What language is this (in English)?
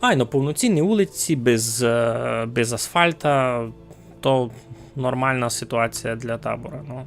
Rusyn